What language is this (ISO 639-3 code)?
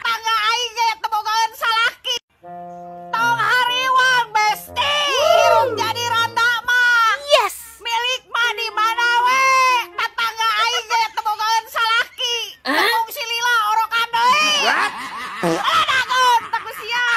sun